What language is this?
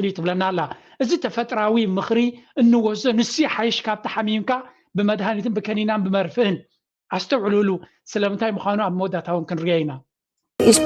Tigrinya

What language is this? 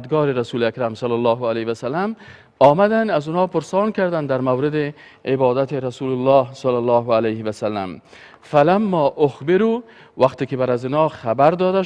Persian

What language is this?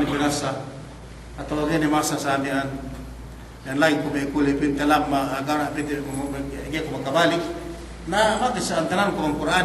Yakan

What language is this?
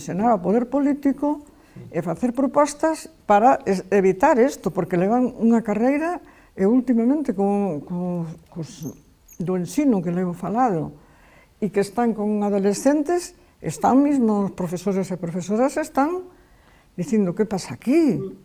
Galician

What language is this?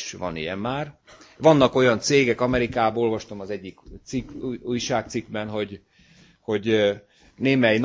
Hungarian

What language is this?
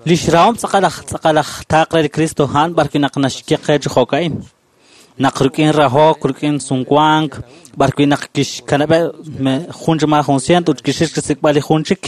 Kekchí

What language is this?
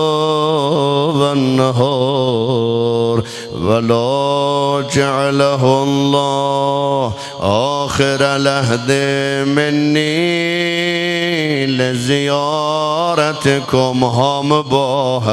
South Azerbaijani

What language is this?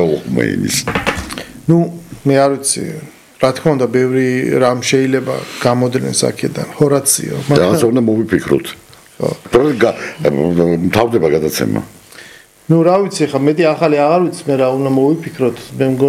Georgian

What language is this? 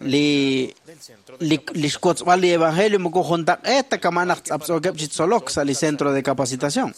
Kekchí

